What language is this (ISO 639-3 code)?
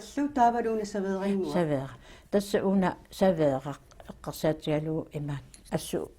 kal